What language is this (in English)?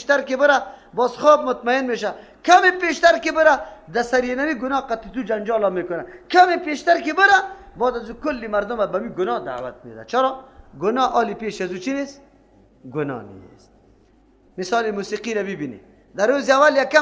Persian